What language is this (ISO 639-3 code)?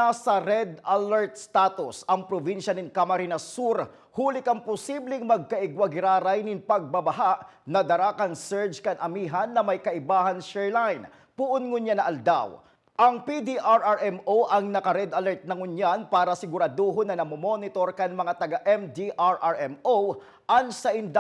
bik